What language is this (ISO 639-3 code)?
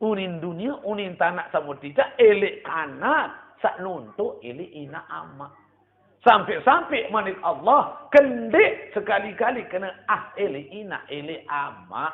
sas